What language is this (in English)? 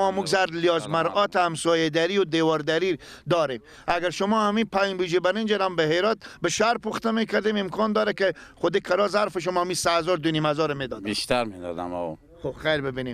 Persian